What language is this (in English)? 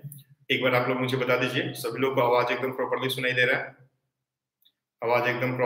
Hindi